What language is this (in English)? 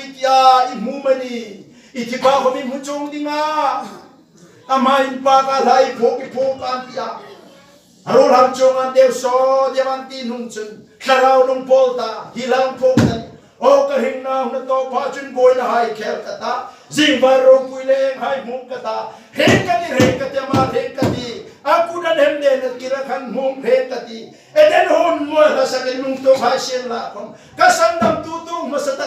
Hmar